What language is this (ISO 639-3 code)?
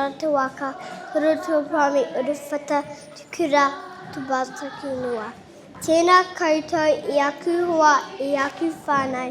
mri